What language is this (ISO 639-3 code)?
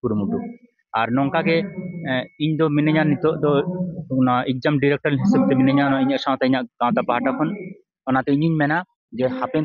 sat